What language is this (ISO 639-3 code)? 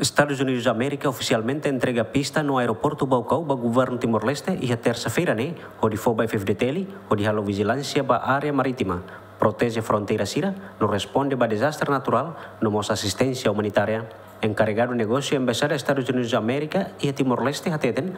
tet